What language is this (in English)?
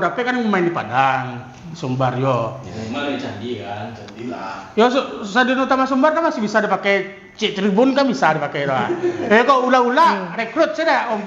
Minangkabau